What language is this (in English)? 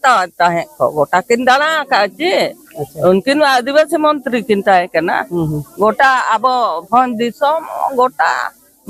Santali